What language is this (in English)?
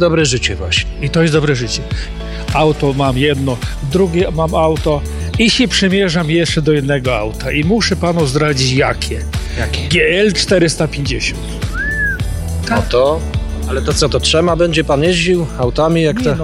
Polish